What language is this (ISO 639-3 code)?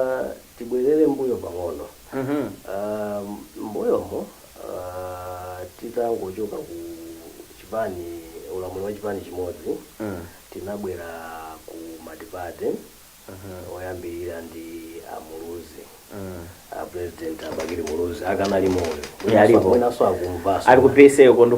nya